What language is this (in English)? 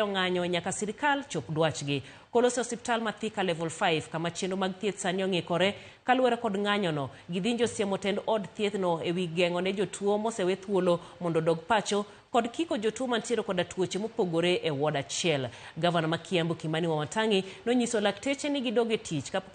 Luo (Kenya and Tanzania)